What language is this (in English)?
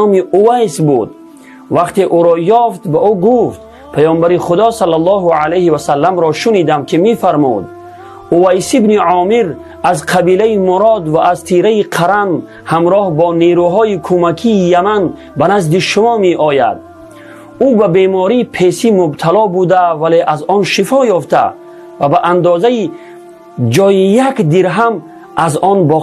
Tajik